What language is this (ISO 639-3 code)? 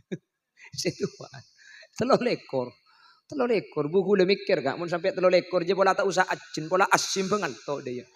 mad